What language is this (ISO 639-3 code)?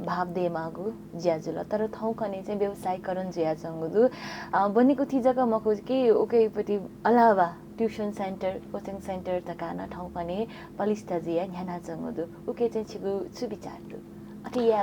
new